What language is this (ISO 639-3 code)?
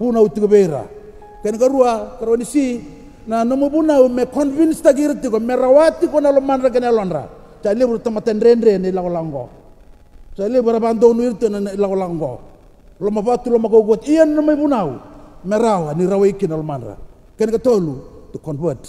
fij